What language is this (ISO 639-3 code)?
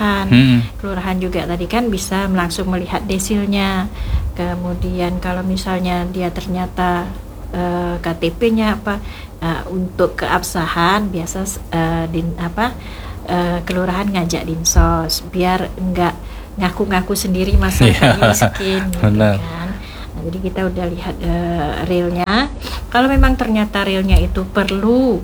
ind